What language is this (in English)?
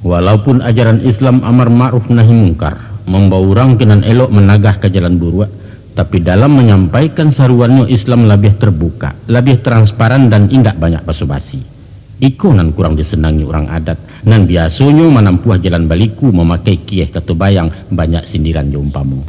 Minangkabau